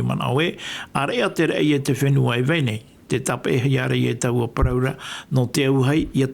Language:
Tahitian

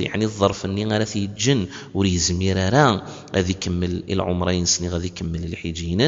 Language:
Kabyle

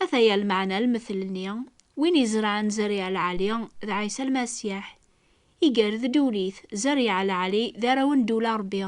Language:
Kabyle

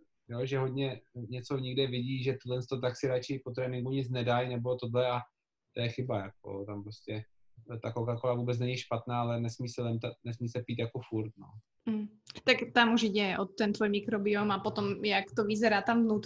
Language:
Czech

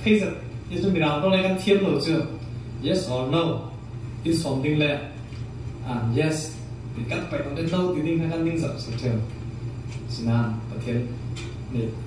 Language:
Falam Chin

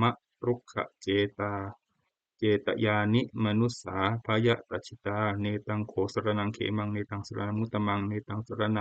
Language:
Pali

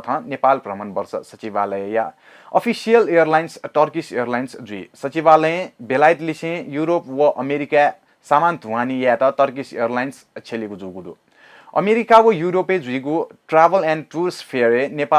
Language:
Newari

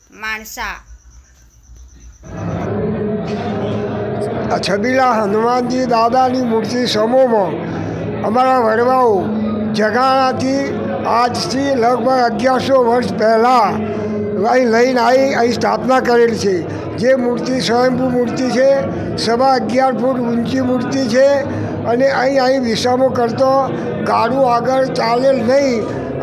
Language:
Gujarati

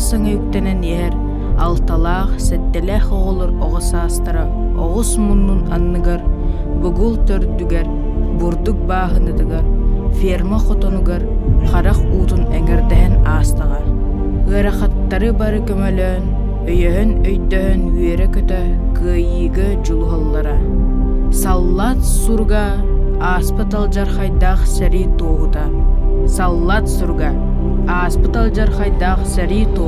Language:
Yakut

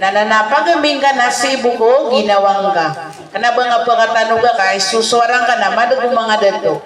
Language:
Maranao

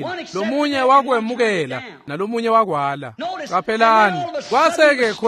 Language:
Swati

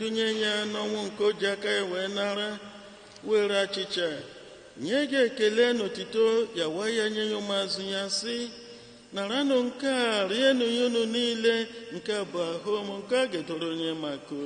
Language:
Igbo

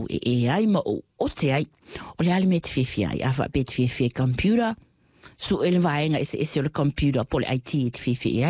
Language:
Samoan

